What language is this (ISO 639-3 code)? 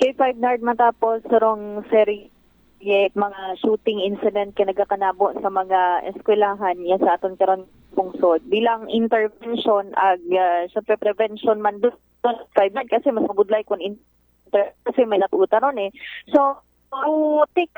akl